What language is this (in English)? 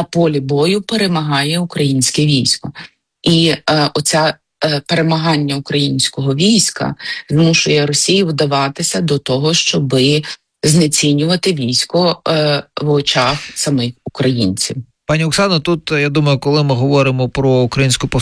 Ukrainian